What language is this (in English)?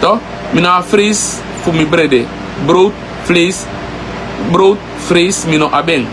Sranan Tongo